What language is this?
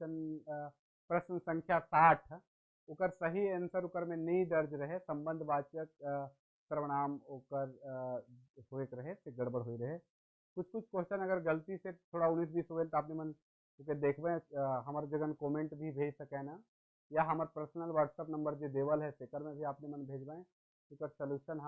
Sadri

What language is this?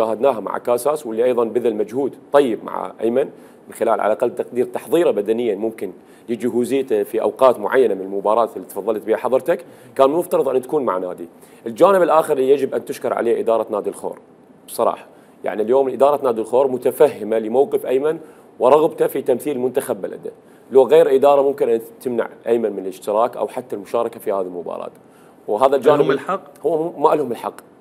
Mesopotamian Arabic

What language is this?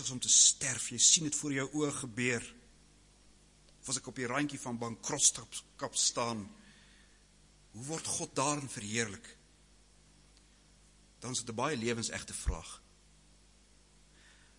Afrikaans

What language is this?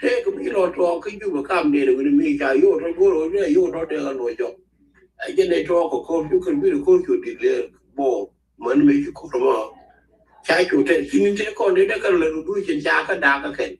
Nuer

